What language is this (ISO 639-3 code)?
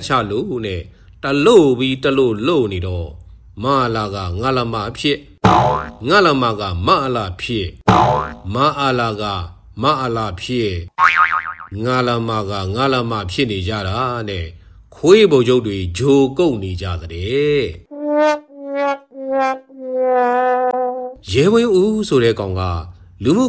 mya